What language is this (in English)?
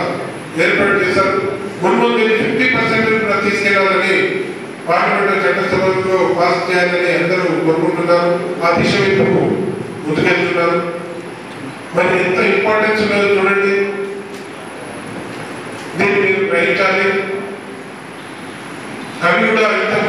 Telugu